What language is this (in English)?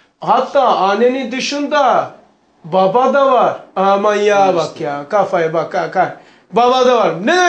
Turkish